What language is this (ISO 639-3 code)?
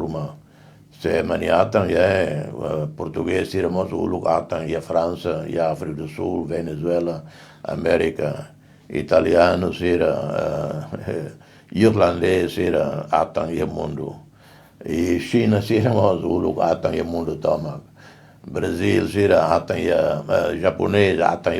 tet